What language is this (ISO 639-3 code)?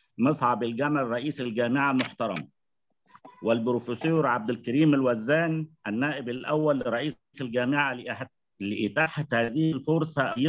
ara